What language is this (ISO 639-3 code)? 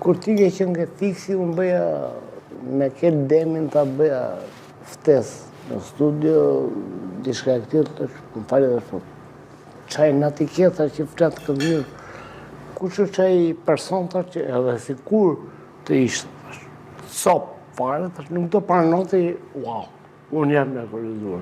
sqi